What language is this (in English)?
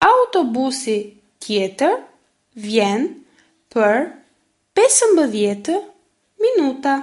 Latvian